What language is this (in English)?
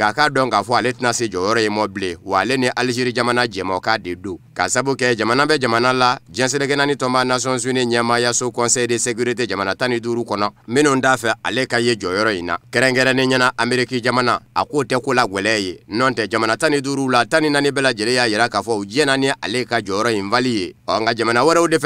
Bambara